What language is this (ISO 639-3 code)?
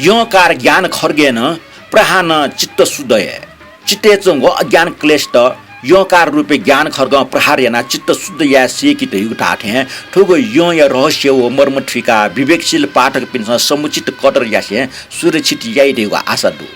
new